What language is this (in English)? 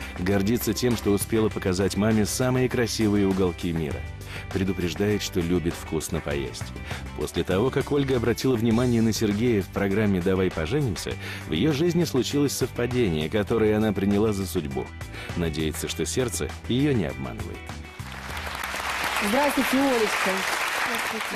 Russian